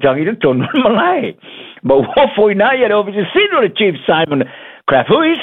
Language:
Samoan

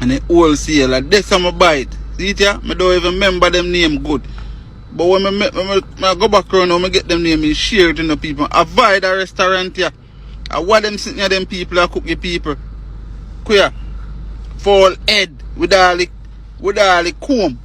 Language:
Jamaican Creole English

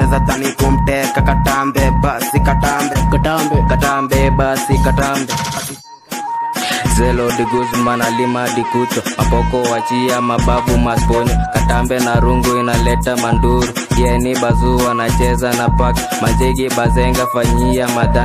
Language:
Swahili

